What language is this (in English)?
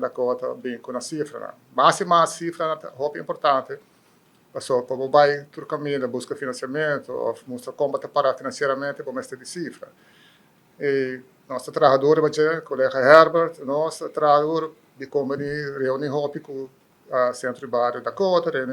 Papiamento